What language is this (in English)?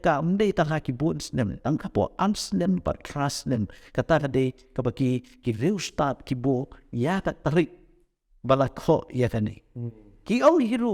Khasi